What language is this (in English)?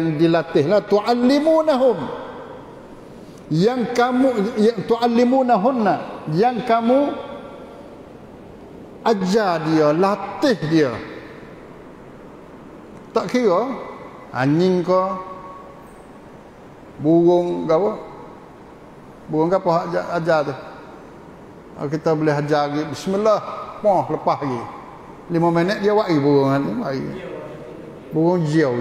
Pattani Malay